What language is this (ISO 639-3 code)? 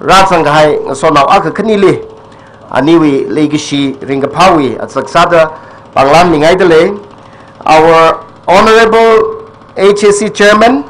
nmf